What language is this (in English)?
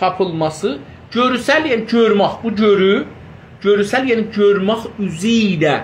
South Azerbaijani